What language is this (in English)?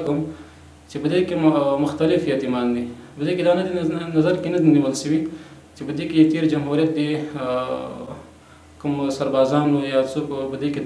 Pashto